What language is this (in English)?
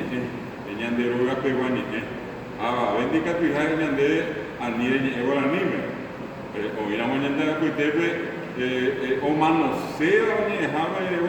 Guarani